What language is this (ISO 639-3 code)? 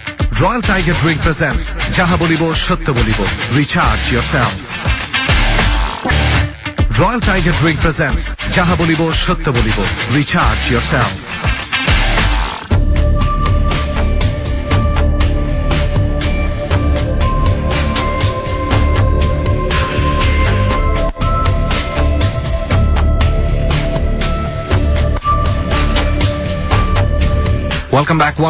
ben